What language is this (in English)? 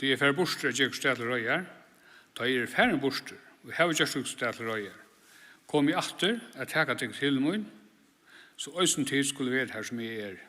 Faroese